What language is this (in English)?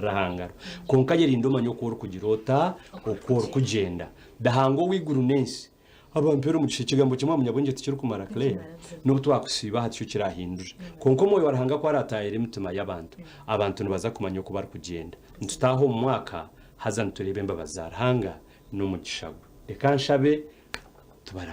Nyankole